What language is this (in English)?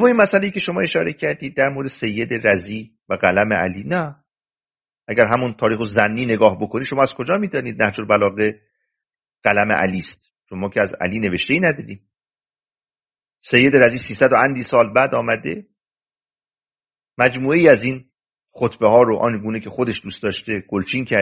Persian